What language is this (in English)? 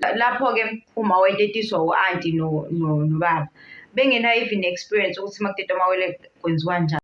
Zulu